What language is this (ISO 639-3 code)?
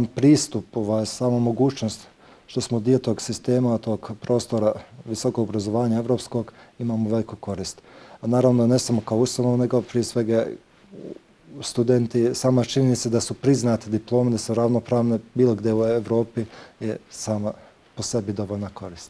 bos